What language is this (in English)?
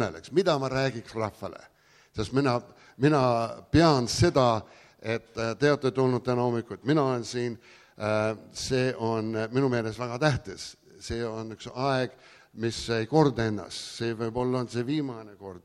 Estonian